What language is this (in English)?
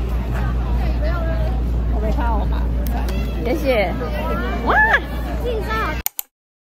Chinese